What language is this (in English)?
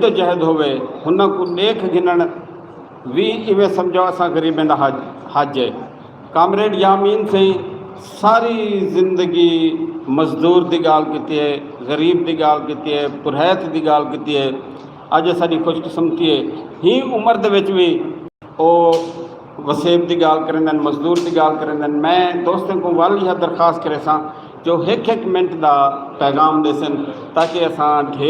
Saraiki